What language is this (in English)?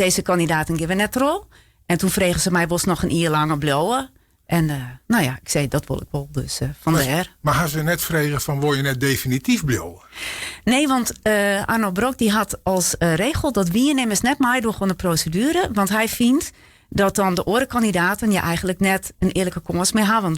Western Frisian